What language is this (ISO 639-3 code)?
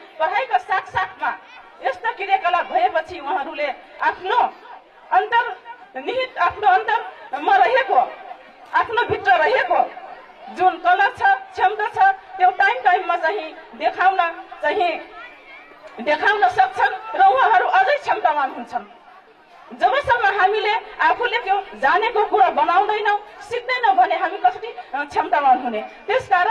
nep